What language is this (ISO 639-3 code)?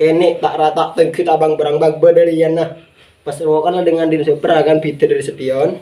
mad